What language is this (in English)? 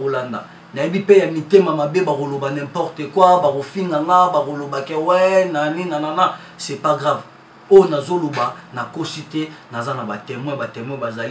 Lingala